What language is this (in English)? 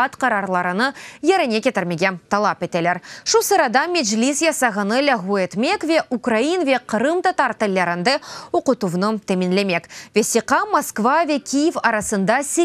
Crimean Tatar